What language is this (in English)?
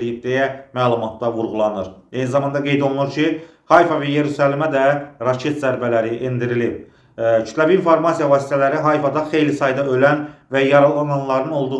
Azerbaijani